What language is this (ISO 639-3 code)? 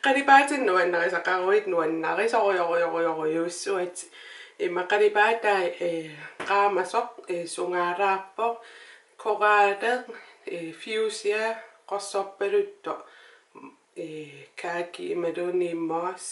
kal